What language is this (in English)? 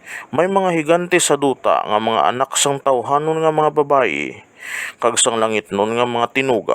Hiligaynon